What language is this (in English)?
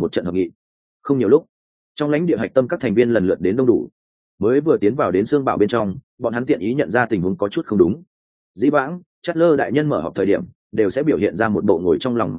Vietnamese